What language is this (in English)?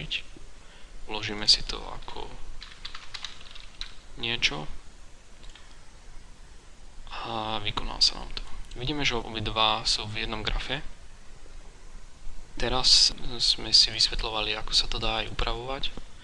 Slovak